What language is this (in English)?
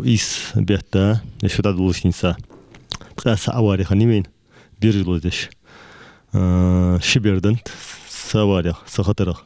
Ingush